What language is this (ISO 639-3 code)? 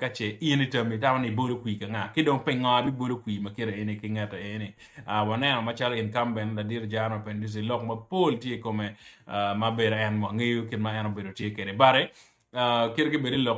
ach